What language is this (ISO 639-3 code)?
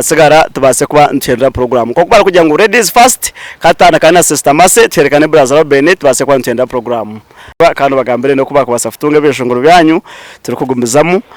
nyn